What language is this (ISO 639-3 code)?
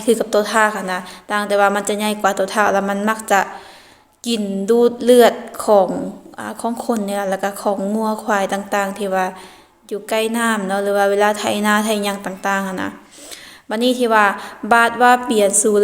lao